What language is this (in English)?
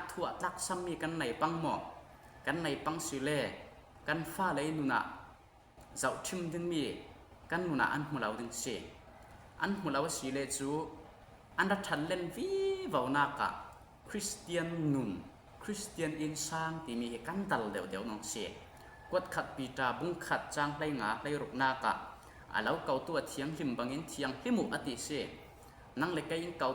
Falam Chin